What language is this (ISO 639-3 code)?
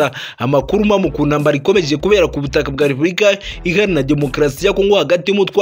kin